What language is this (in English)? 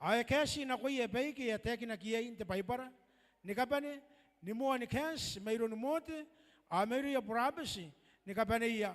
Gilbertese